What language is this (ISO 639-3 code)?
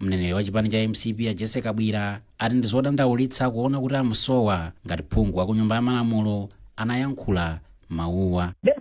nya